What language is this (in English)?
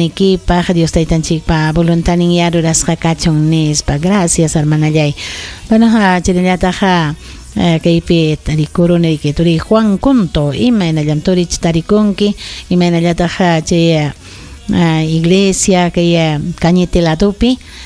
Ayacucho Quechua